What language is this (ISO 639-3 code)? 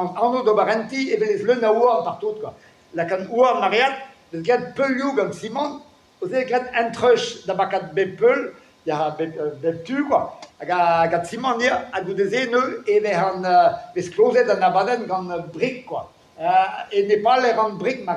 bre